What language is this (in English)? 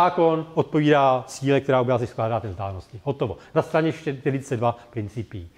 Czech